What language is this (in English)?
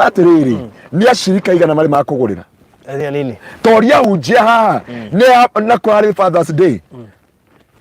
Kikuyu